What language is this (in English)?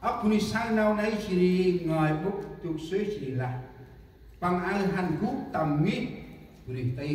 Central Mnong